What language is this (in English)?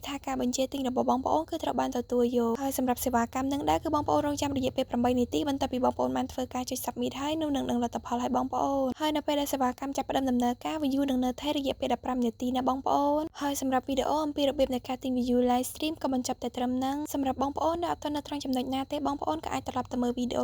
Khmer